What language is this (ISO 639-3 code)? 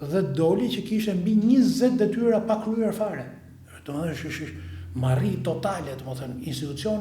sqi